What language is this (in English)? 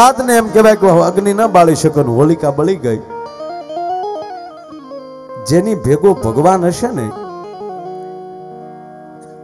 Gujarati